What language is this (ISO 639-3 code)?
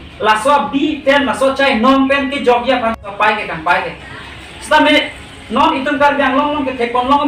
mjw